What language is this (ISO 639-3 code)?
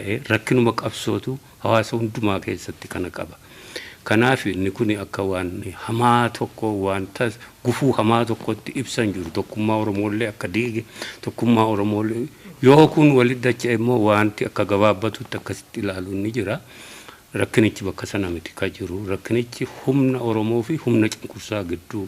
orm